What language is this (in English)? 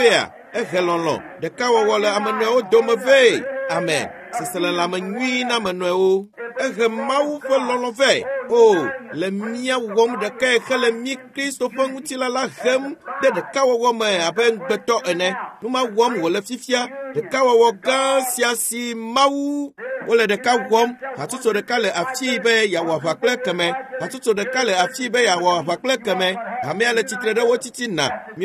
Ewe